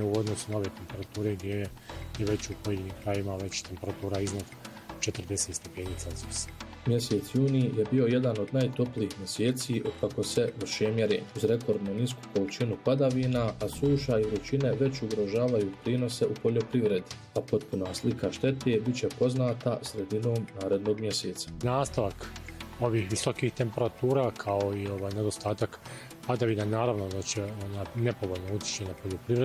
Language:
Bosnian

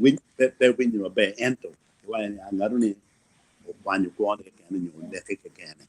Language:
Acoli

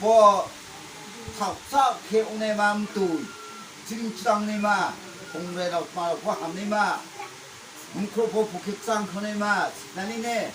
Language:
Riang (India)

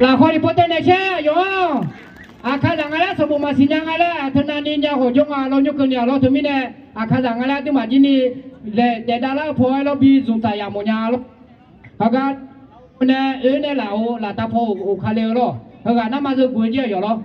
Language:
Akha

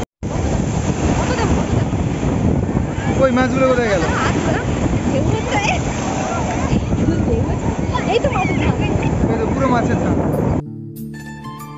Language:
Bangla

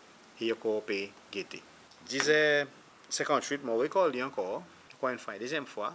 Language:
Seselwa Creole French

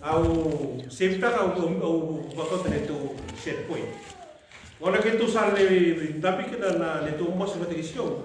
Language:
Fijian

